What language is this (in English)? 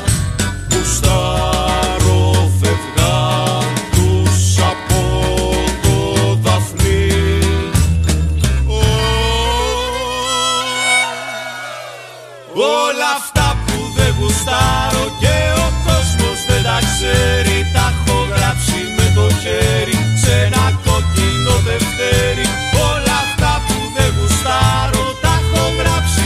Greek